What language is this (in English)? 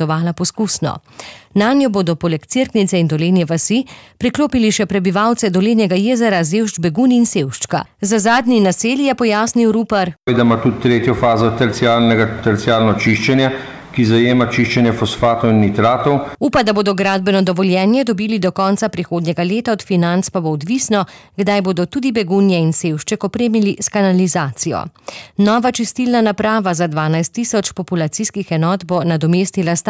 Slovenian